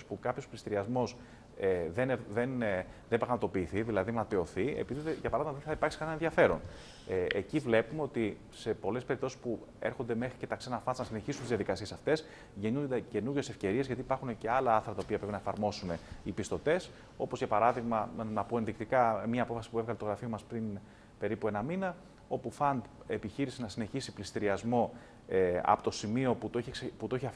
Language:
Greek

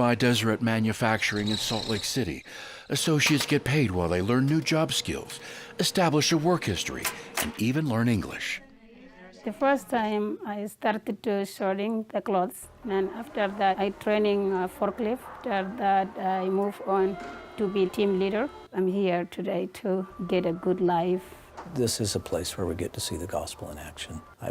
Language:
Tahitian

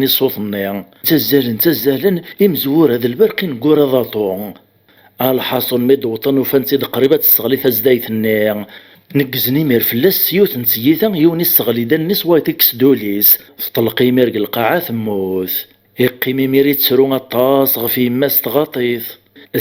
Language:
Kabyle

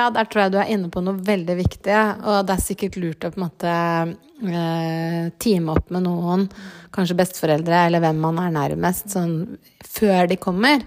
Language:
Norwegian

